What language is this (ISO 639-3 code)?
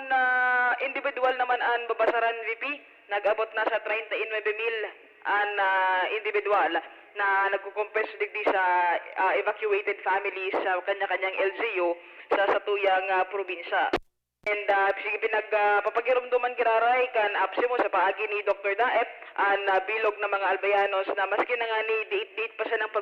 bik